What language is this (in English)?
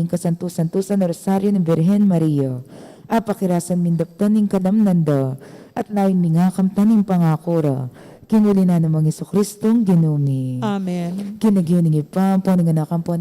Pampanga